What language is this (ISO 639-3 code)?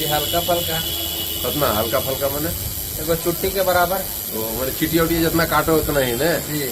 mag